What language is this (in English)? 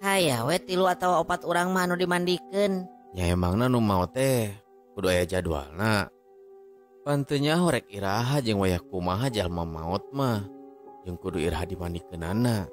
Sundanese